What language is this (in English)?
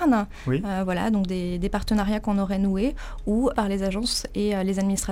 French